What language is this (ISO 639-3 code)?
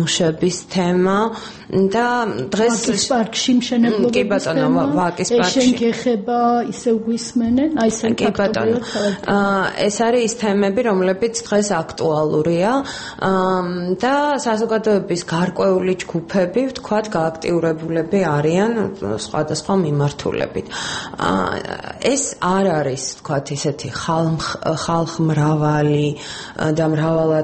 kat